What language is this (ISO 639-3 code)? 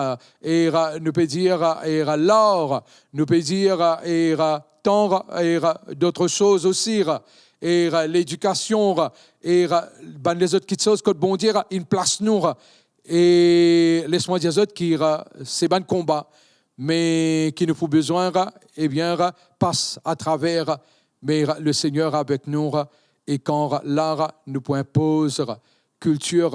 mfe